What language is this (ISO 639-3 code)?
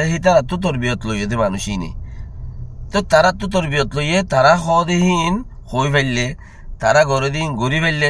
rhg